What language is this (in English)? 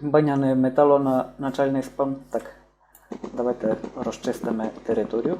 Rusyn